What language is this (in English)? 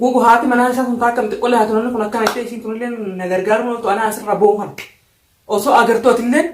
Oromo